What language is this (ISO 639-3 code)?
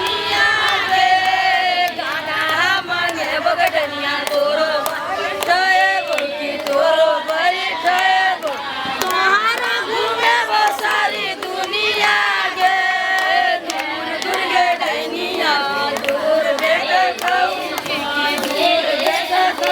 mai